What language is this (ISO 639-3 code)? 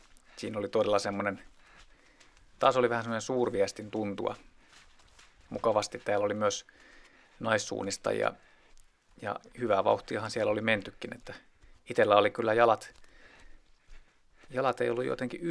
fin